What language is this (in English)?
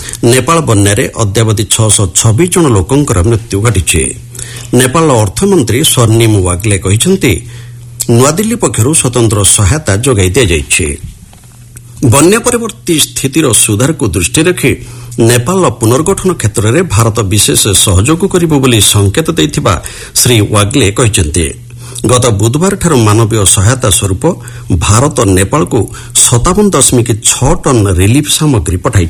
Odia